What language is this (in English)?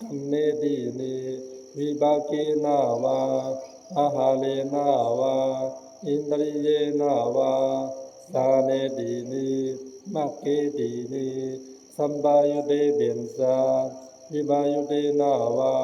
Pali